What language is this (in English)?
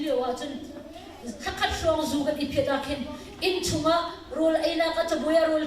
Hakha Chin